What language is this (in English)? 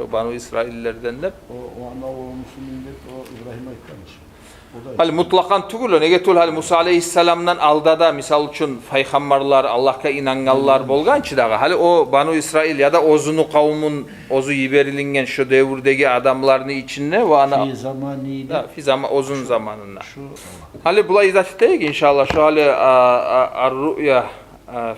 Kumyk